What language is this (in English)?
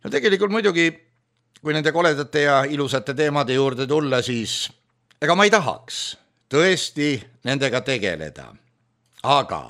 Estonian